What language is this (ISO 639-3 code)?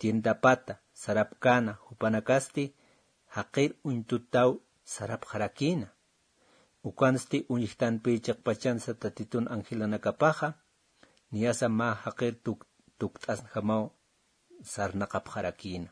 aym